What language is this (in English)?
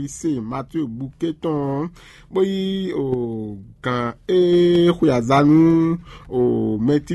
Fon